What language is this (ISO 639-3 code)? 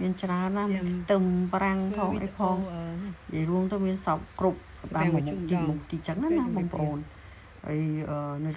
khm